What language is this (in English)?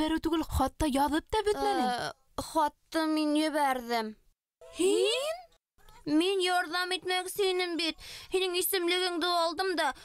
Bashkir